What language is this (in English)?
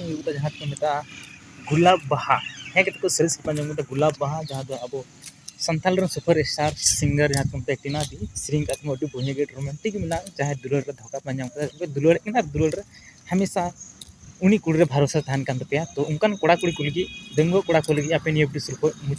Santali